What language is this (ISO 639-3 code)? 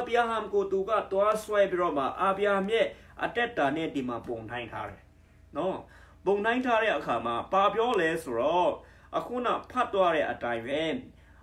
mya